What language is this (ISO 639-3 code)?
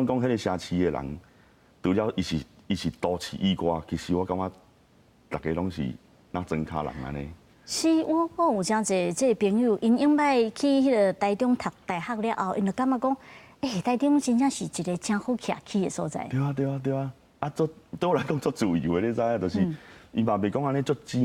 nan